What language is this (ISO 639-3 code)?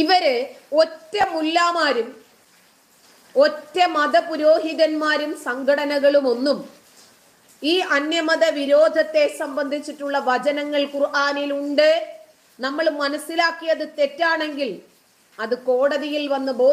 mal